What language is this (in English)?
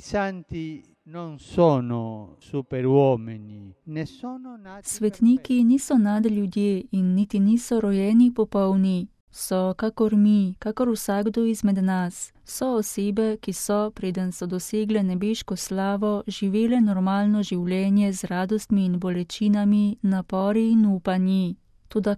Slovenian